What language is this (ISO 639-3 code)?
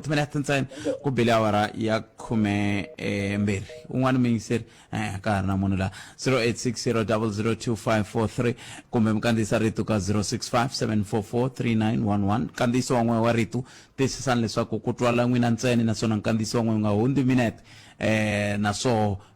tso